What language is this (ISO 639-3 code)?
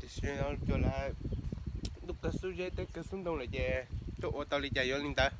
hmn